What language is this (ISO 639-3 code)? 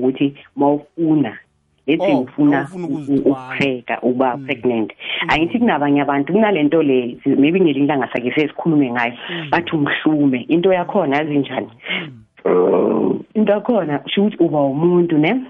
nbl